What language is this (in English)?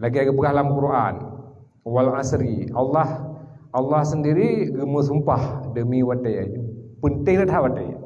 Achinese